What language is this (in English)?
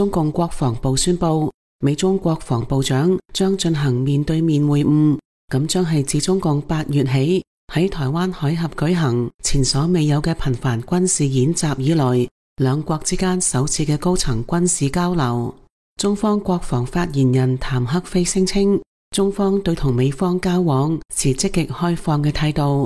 Cantonese